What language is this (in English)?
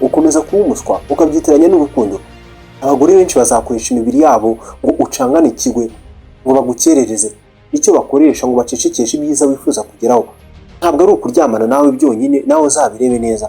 Kinyarwanda